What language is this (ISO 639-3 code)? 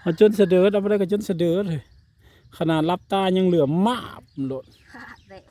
tts